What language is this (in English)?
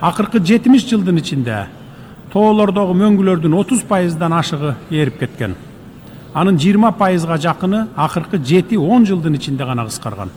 Kyrgyz